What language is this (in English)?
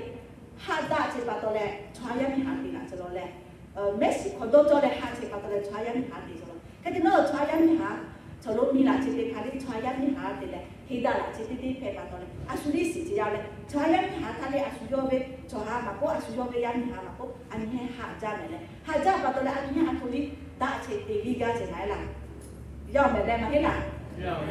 Lahu